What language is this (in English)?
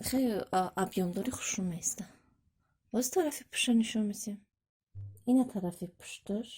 Tajik